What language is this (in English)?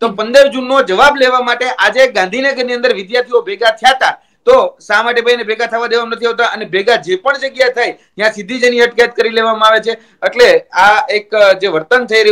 Gujarati